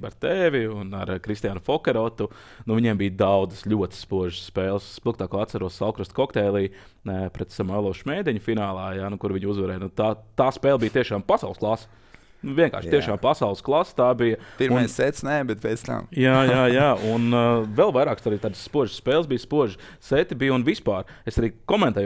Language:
Latvian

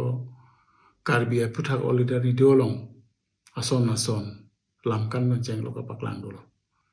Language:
Karbi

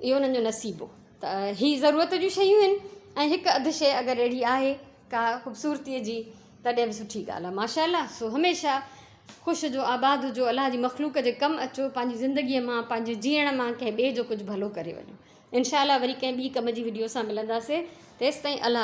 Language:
Sindhi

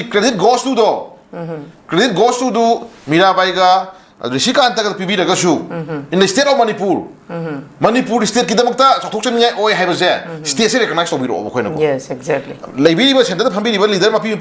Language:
Manipuri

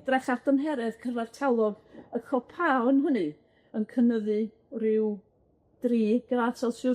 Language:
Welsh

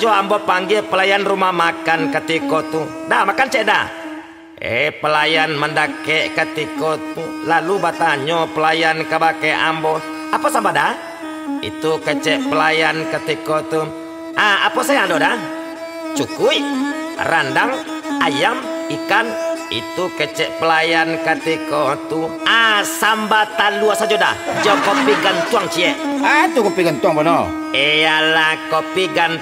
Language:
Minangkabau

